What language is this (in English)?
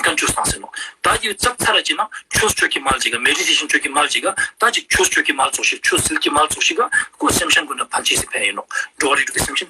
Ladakhi